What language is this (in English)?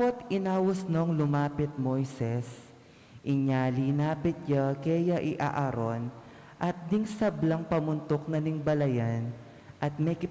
Pampanga